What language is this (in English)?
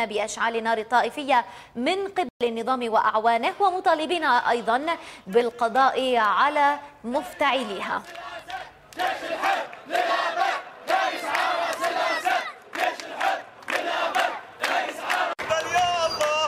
Arabic